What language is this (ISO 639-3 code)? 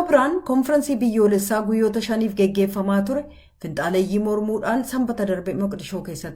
orm